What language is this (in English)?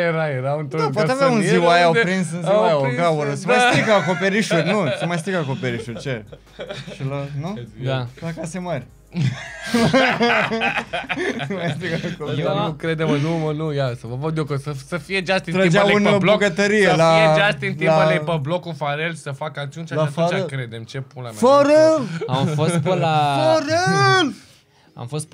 Romanian